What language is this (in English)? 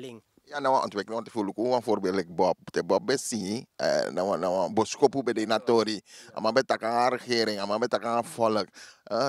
Sranan Tongo